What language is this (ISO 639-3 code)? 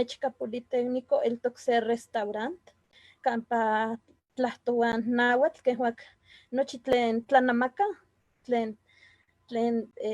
nhe